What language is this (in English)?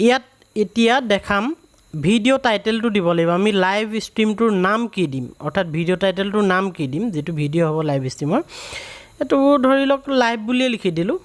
Assamese